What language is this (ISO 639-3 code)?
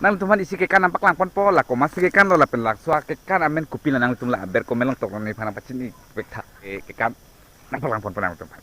mjw